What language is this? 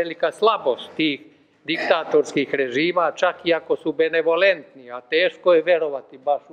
Serbian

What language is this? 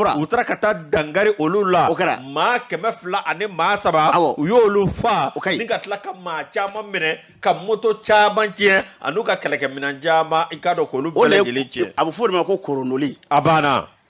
Bambara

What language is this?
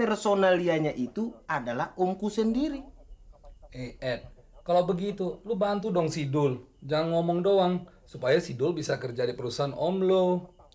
Betawi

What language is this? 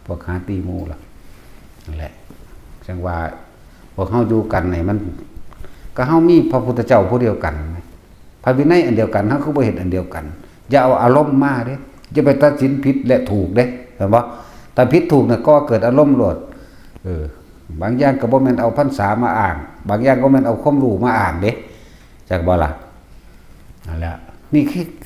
Northeastern Thai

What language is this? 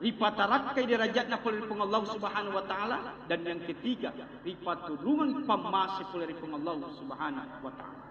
Buginese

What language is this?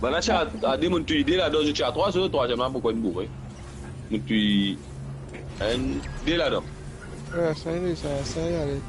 Morisyen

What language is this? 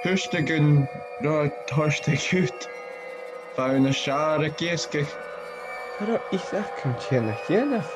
Scottish Gaelic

